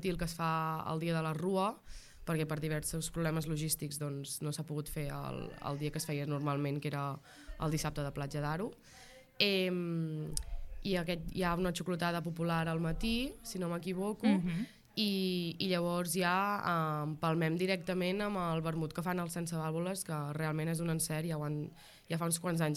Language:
Catalan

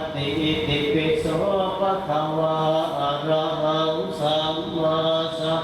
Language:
Pali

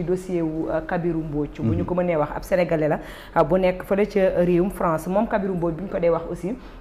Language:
Wolof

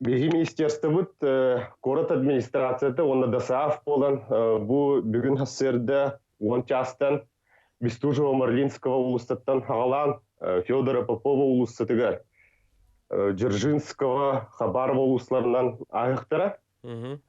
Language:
Yakut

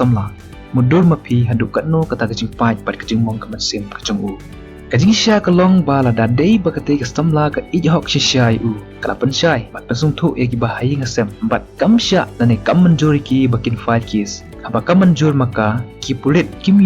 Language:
Khasi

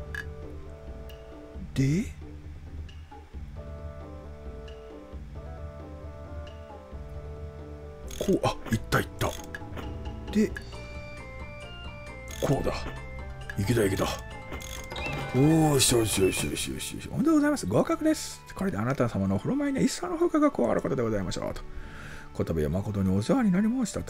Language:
Japanese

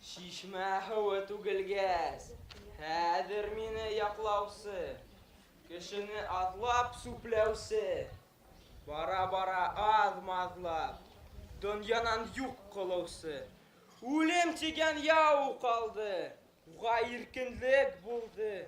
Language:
Bashkir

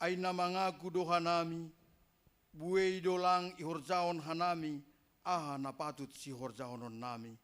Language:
Batak Simalungun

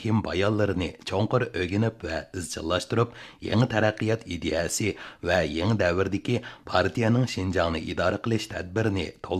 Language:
Uyghur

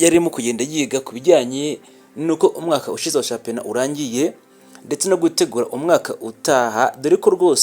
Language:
Kinyarwanda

